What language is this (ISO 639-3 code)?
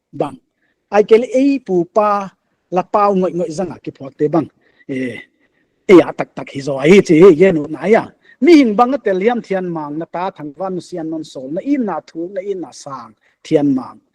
pck